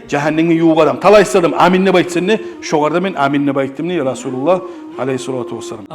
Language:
Kumyk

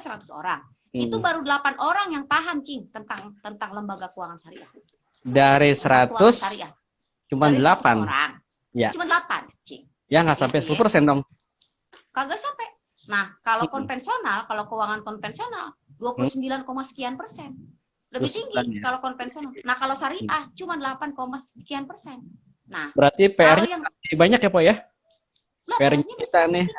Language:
Betawi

